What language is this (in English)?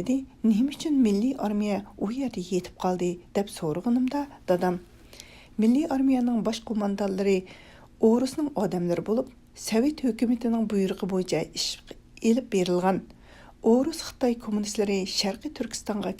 Uyghur